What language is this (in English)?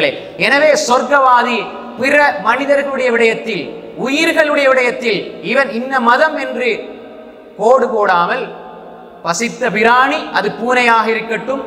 Tamil